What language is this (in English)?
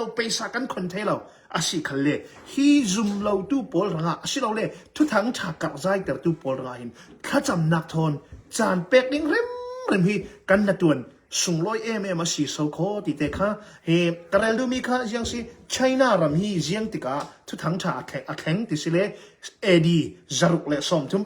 Hakha Chin